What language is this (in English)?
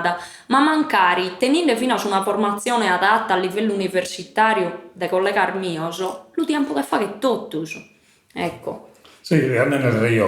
Sardinian